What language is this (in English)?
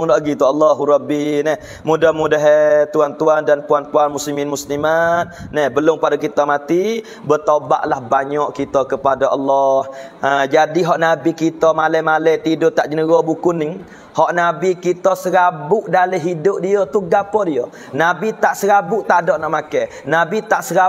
Pattani Malay